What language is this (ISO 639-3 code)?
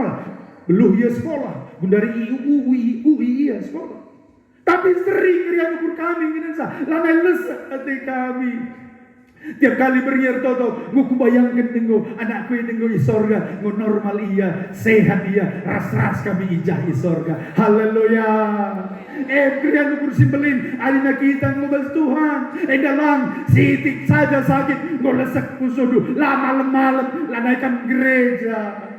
btx